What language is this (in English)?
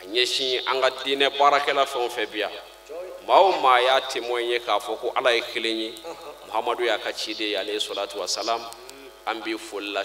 Bambara